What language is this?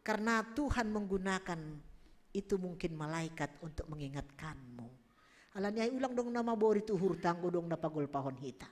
Batak Simalungun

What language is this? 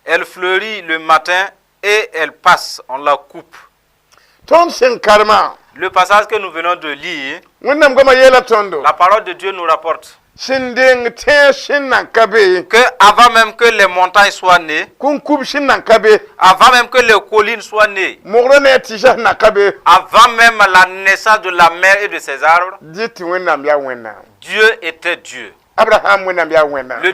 Mossi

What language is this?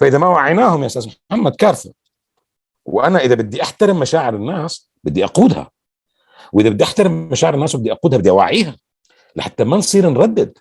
North Levantine Arabic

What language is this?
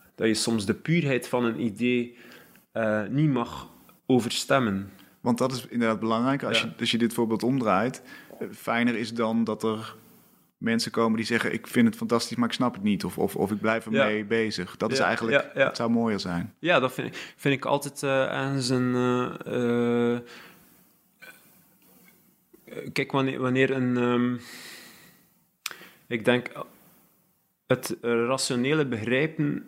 Dutch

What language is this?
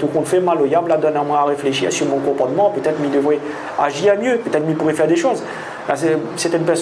Réunion Creole French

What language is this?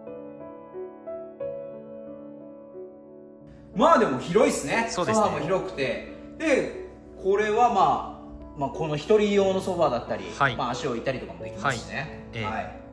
Japanese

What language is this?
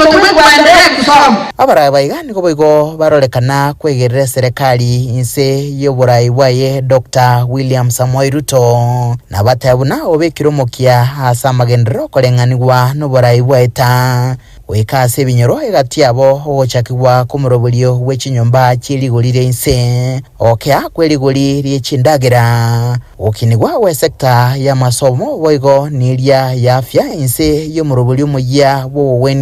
Gusii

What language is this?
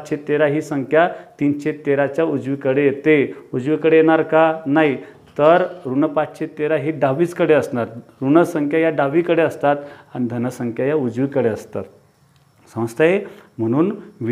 Marathi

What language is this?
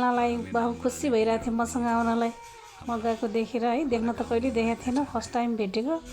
Nepali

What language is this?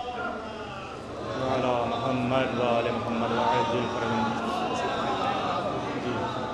Urdu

